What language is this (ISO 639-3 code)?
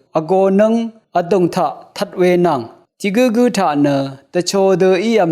raw